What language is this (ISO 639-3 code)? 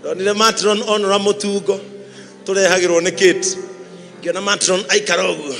kik